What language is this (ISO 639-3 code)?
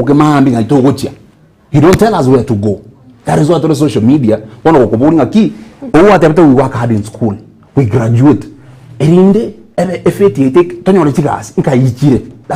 guz